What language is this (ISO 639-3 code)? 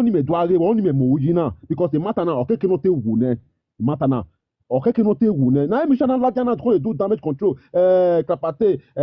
pcm